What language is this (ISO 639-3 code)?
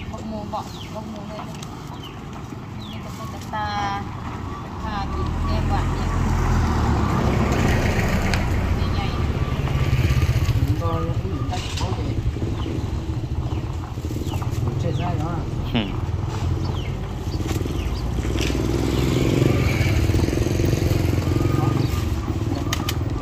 vie